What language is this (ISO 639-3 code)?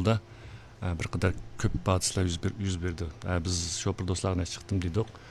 uig